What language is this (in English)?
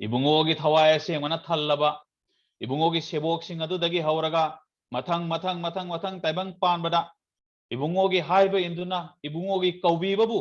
Manipuri